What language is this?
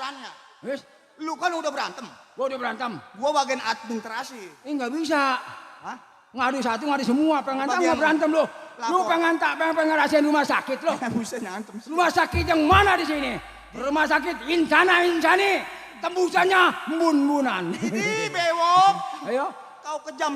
Betawi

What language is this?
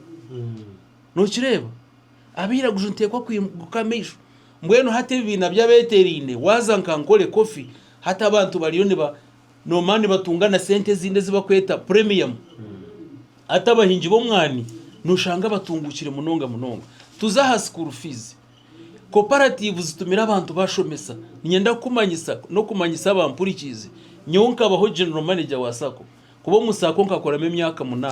Nyankole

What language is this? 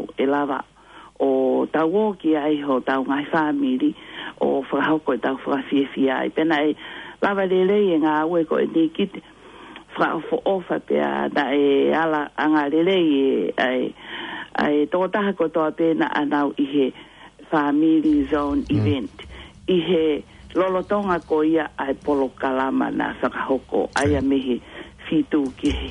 Tongan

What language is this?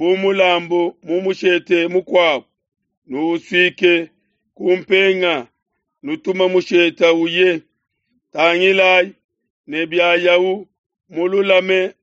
Luba-Lulua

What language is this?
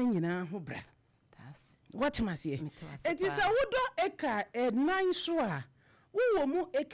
Akan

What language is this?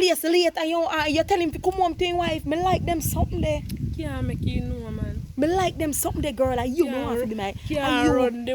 Jamaican Creole English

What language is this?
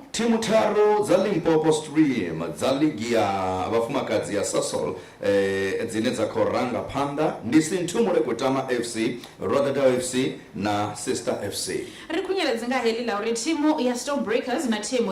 Venda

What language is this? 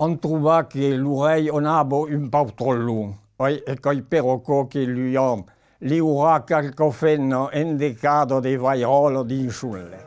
Occitan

